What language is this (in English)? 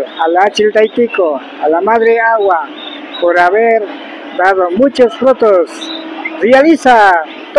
Imbabura Highland Quichua